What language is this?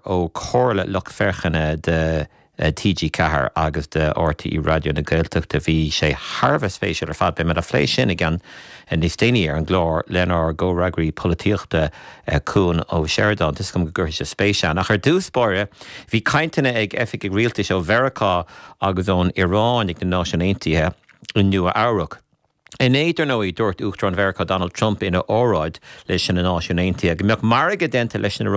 Irish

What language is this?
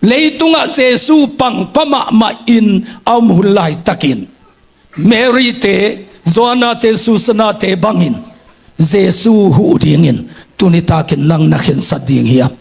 Tedim Chin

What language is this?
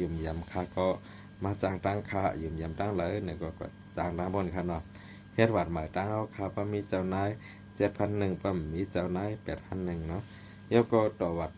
Shan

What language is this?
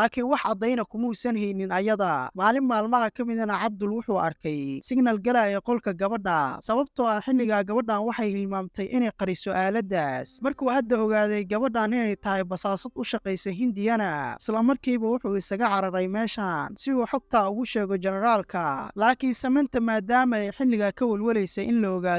Somali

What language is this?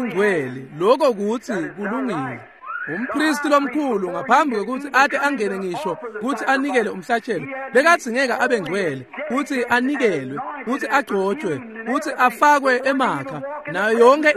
Swati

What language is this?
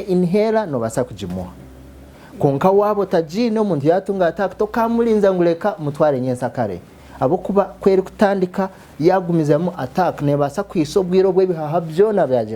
Nyankole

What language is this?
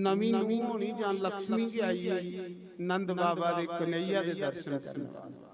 Dogri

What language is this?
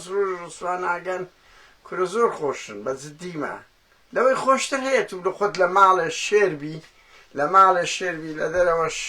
Central Kurdish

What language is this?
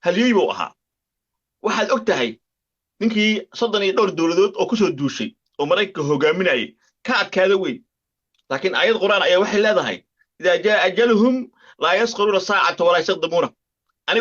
Somali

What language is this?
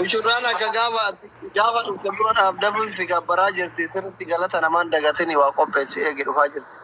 Oromo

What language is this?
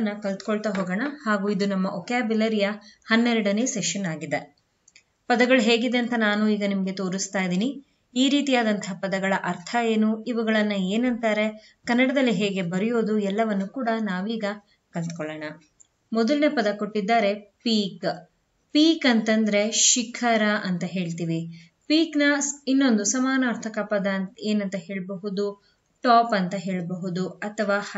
Kannada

